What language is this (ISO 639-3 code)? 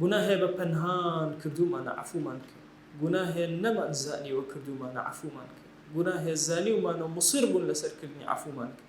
ckb